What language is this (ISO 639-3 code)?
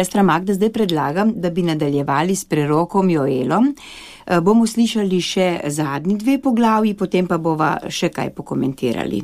slv